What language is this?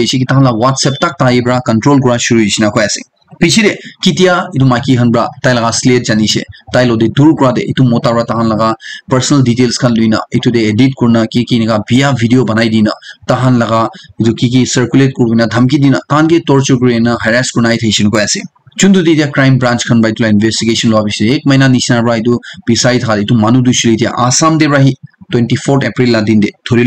Naga Pidgin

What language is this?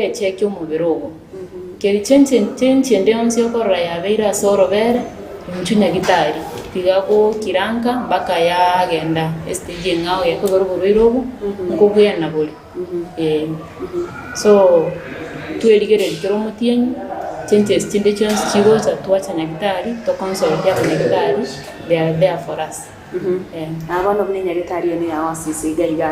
Gusii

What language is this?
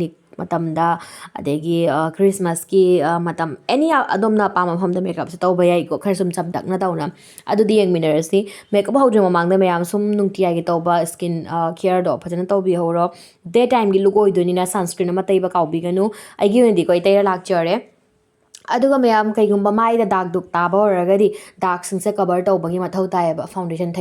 Manipuri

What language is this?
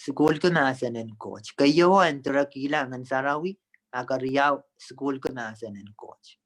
Pohnpeian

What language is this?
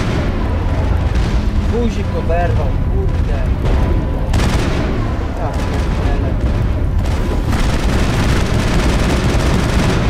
Polish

